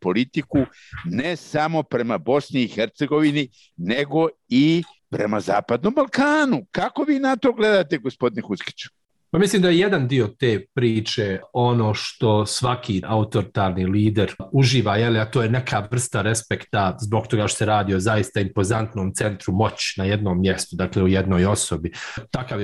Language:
Bosnian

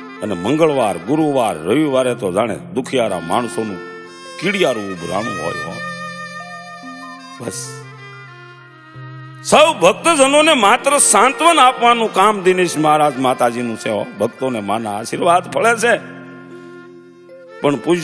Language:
Gujarati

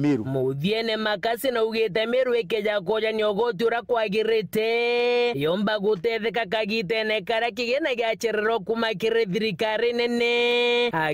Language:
Meru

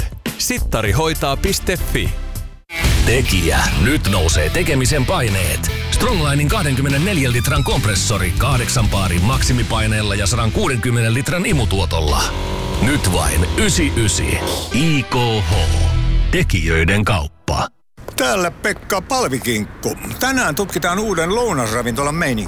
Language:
Finnish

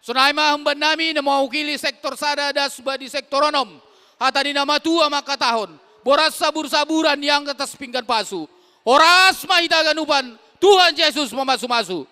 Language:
Batak Simalungun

